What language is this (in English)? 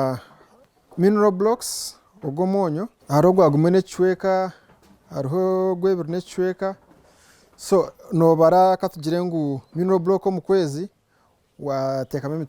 Nyankole